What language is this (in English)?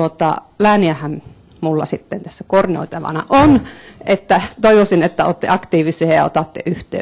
Finnish